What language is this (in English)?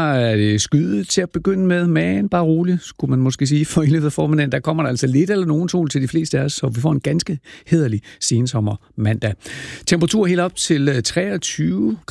Danish